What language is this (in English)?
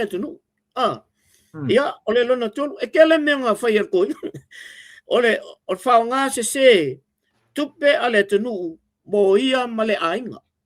Samoan